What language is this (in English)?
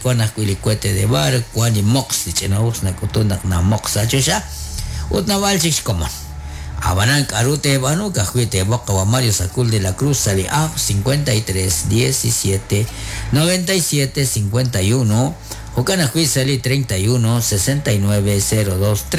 Kekchí